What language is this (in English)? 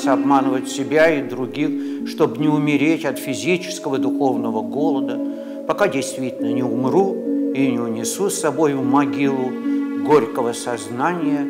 Russian